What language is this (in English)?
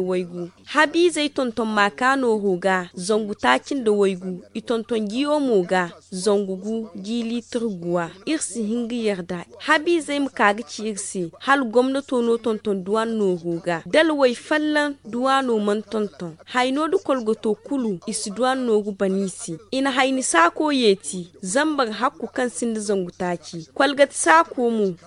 Zarma